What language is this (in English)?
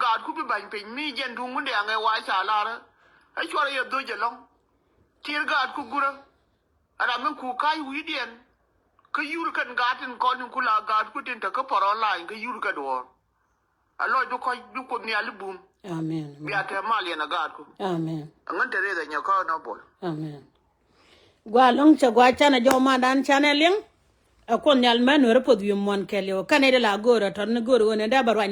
Nuer